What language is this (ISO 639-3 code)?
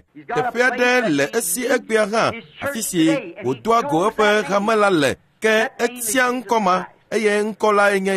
ewe